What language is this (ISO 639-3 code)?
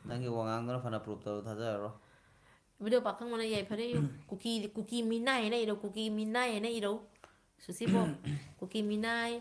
mni